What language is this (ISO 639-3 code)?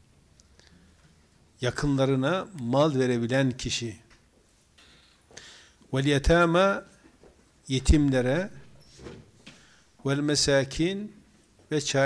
tur